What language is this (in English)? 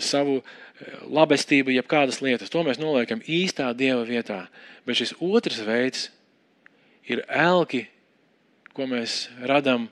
Latvian